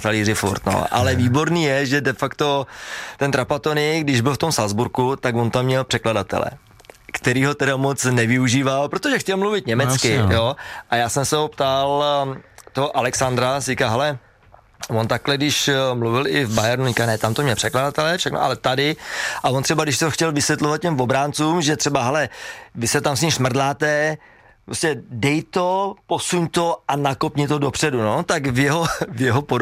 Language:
Czech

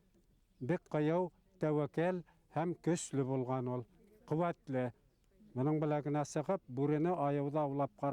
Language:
Bashkir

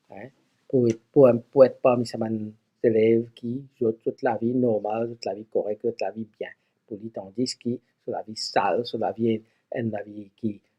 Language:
Morisyen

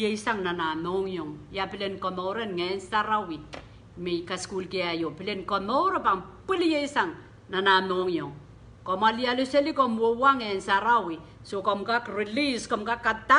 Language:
Pohnpeian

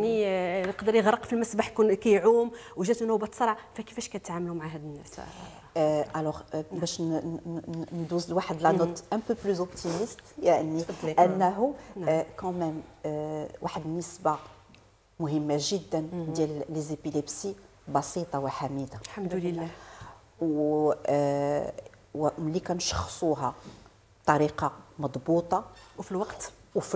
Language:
Moroccan Arabic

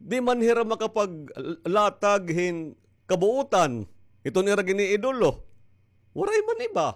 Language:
Waray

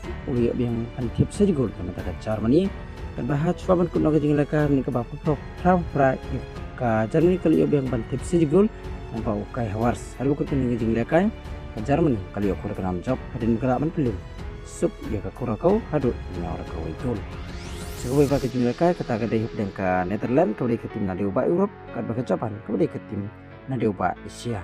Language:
Khasi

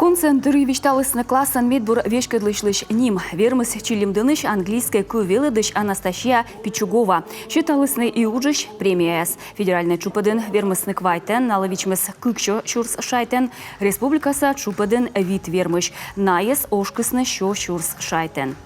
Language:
Komi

